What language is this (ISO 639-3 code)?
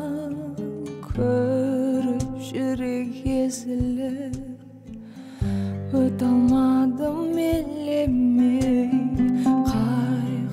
kaz